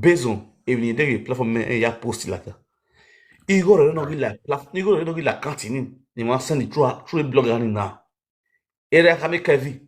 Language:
Nigerian Pidgin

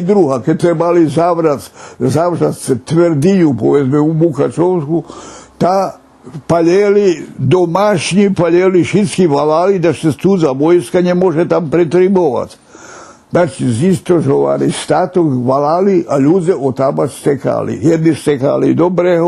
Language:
Rusyn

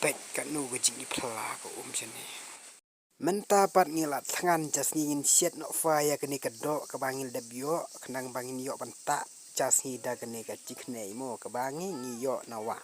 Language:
Khasi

